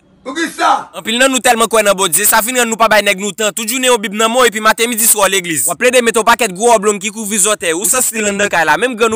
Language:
Haitian Creole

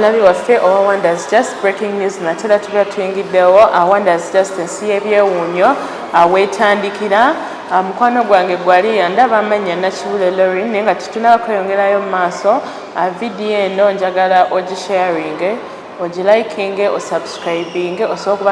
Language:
Ganda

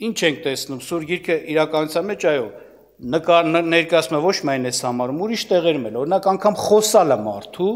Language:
Armenian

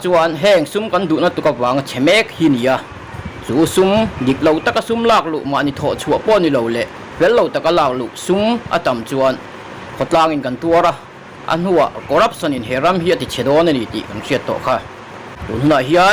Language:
Mizo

